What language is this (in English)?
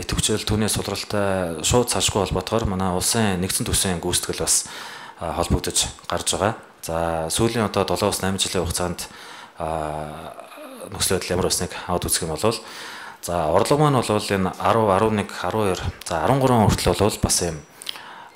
Mongolian